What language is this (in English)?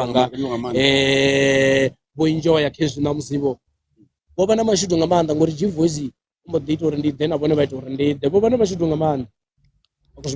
Venda